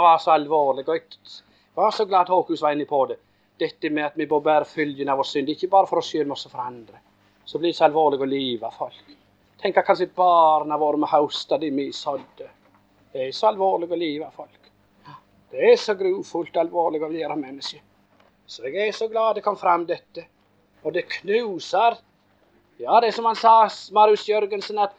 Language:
Norwegian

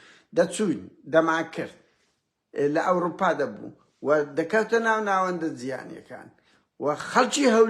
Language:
Central Kurdish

